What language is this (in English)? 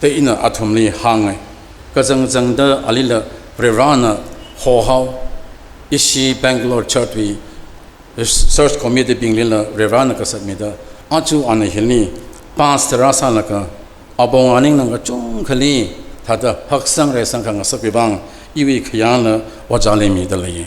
Tangkhul Naga (India)